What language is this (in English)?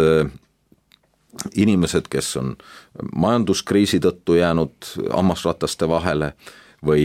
Estonian